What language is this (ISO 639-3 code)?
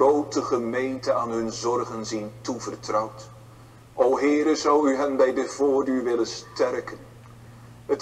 nld